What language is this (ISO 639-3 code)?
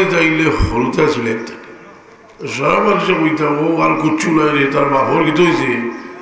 syl